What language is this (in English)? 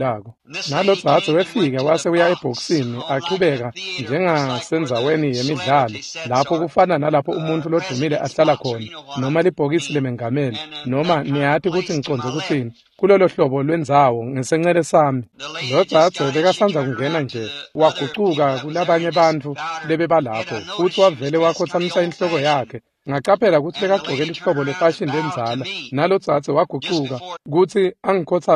Swati